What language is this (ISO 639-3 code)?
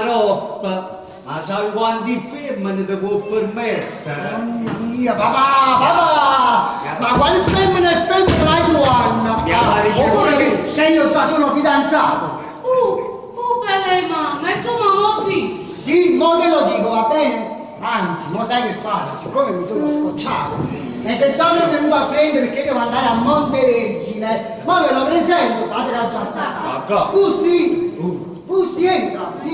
nap